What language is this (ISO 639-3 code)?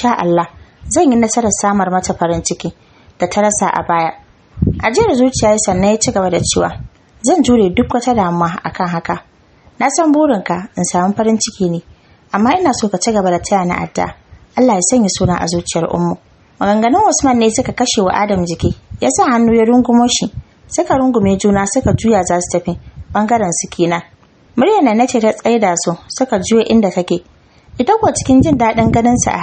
hau